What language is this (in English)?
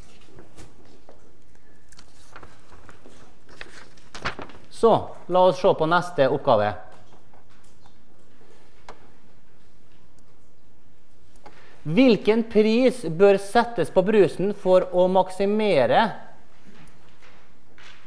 Norwegian